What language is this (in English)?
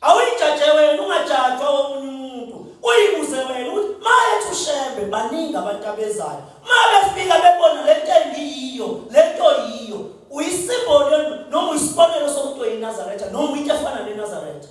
Zulu